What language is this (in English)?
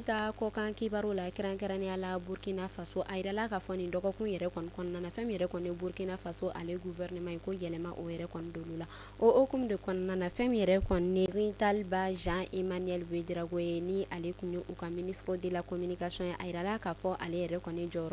Bambara